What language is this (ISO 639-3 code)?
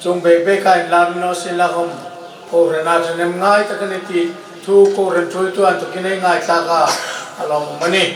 hmr